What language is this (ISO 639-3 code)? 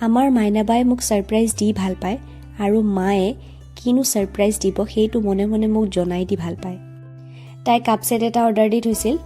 asm